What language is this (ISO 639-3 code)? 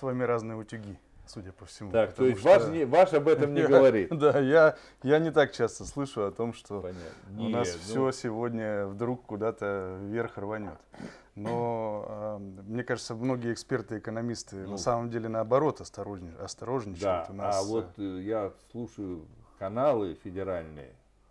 rus